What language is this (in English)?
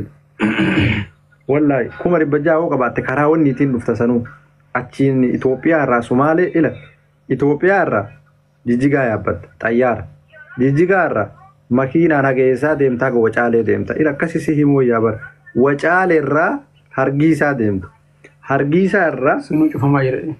Oromo